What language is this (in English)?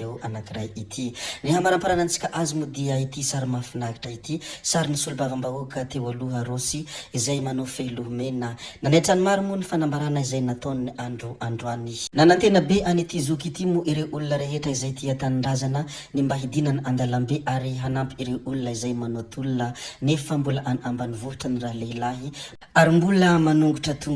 Malagasy